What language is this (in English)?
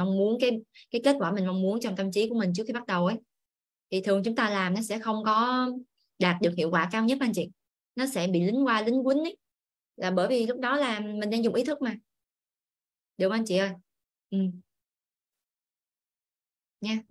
Vietnamese